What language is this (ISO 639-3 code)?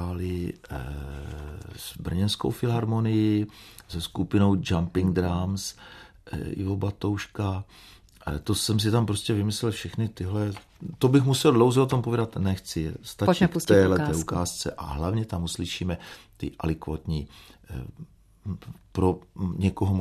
ces